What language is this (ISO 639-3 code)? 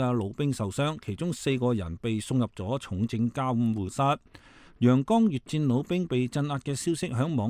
yue